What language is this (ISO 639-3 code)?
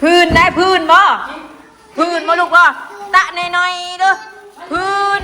tts